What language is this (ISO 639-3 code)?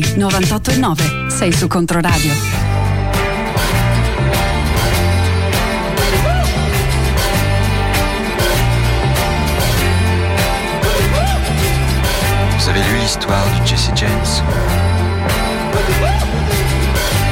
ita